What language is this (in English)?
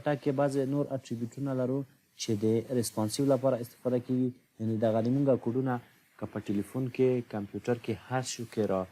Pashto